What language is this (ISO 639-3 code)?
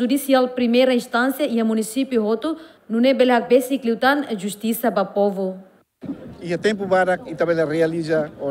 tet